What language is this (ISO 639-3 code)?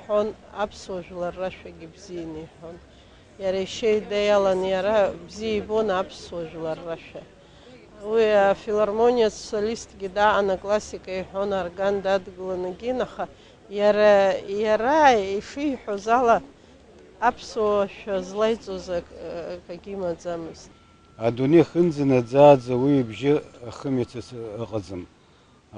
abk